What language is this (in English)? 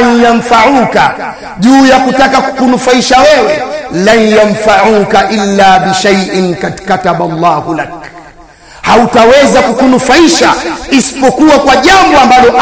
Swahili